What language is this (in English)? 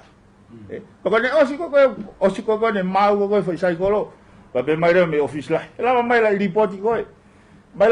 Tongan